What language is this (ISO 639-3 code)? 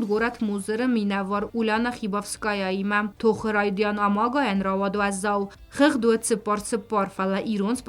oss